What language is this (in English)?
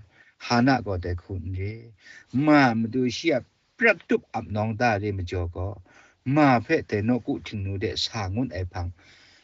Kachin